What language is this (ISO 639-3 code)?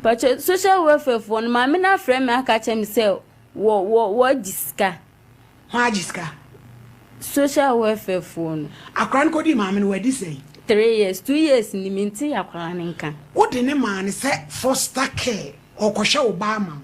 aka